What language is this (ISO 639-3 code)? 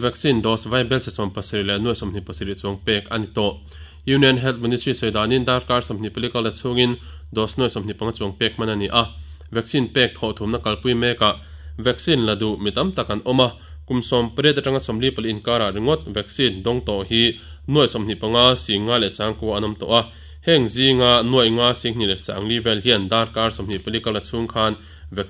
lus